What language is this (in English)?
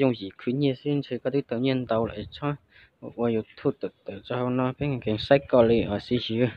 Hmong